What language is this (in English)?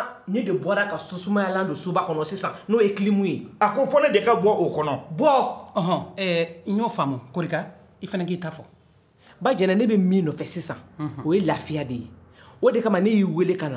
Bambara